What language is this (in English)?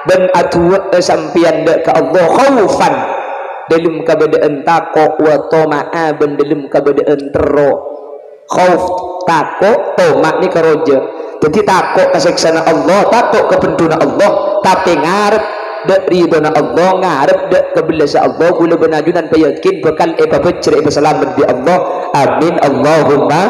Madurese